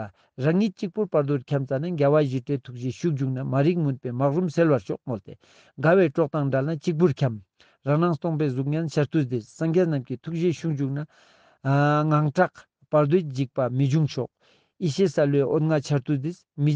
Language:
Ladakhi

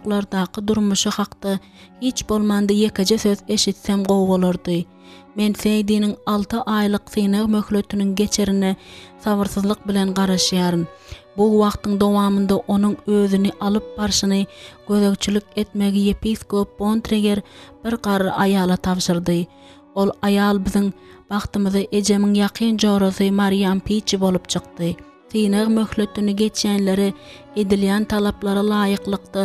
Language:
Turkmen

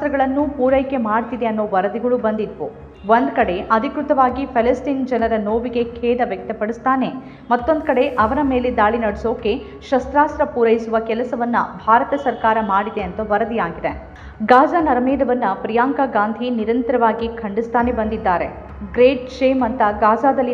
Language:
Kannada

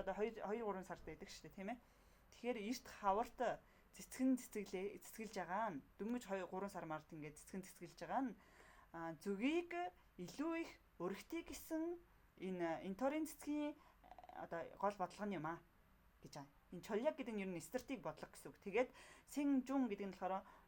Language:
Mongolian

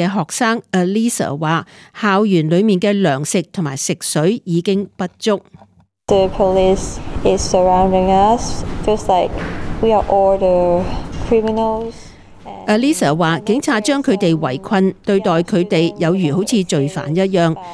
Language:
Cantonese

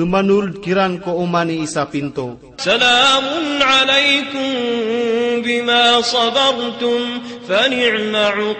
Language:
Maranao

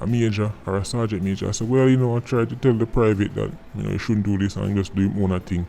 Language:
Jamaican Creole English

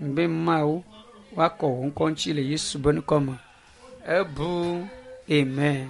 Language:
Ewe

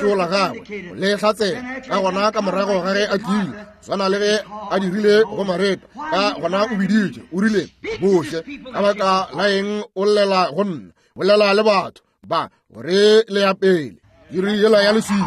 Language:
Northern Sotho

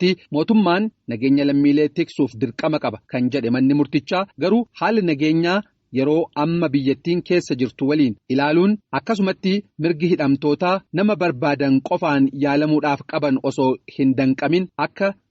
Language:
Oromo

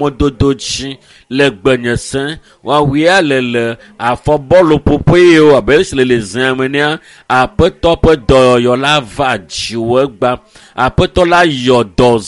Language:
Ewe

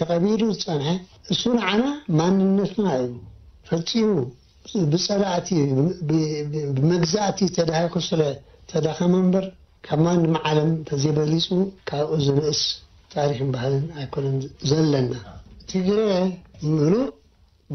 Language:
Tigrinya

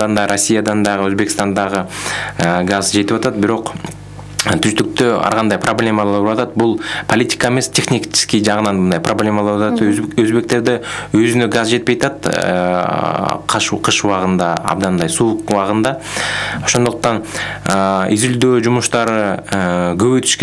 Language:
Kyrgyz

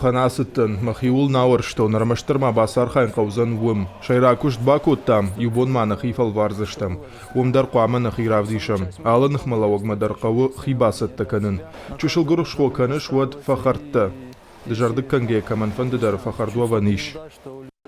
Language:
Ossetic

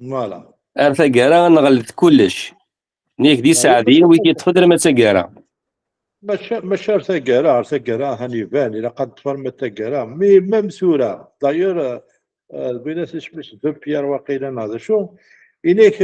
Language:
Kabyle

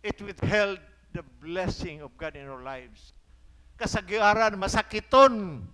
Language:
Cebuano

